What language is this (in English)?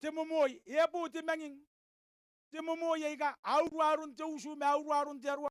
Gilbertese